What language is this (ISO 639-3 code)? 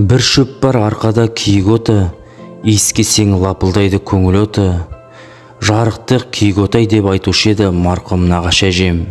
kaz